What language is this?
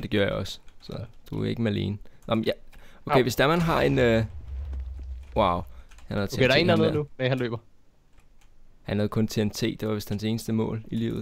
Danish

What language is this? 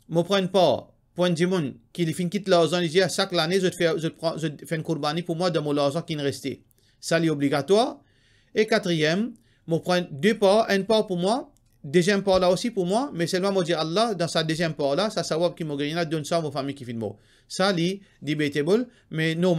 Morisyen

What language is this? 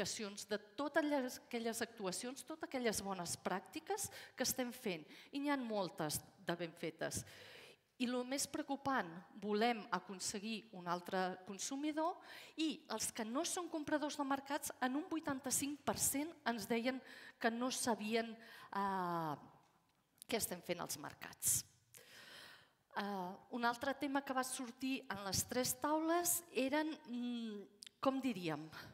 Catalan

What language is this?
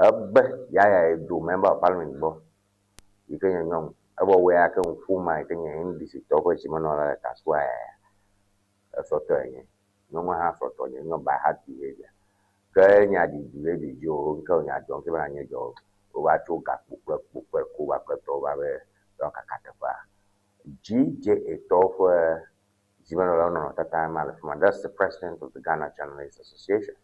Ewe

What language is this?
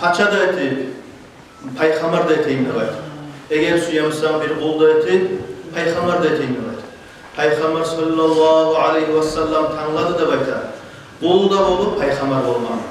Kumyk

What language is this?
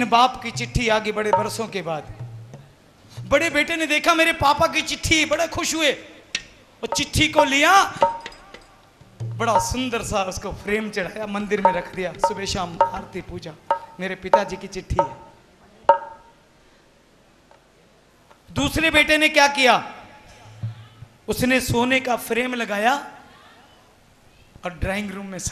Hindi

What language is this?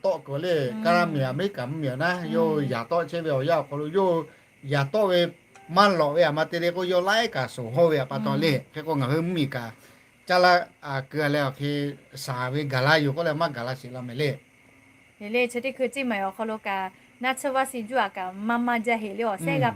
Lahu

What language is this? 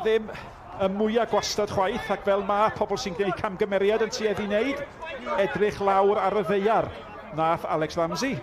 Welsh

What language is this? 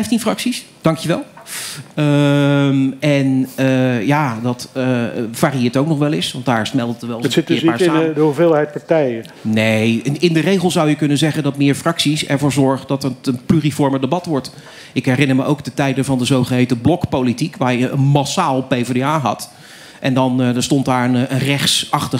Dutch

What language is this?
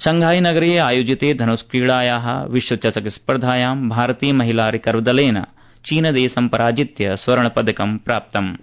Sanskrit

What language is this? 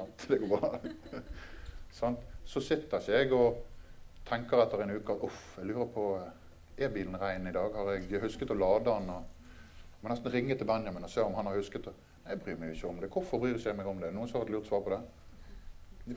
Norwegian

